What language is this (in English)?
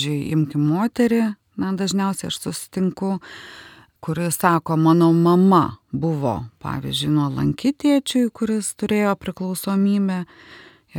Lithuanian